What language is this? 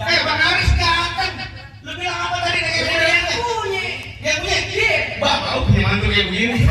Betawi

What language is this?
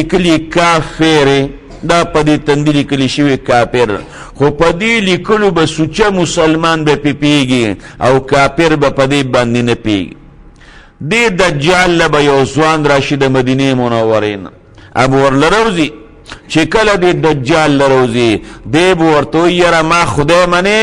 Pashto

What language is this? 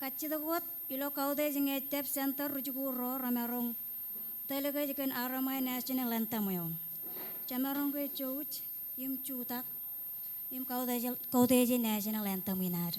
Marshallese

